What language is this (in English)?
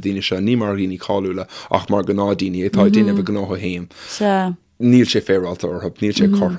Irish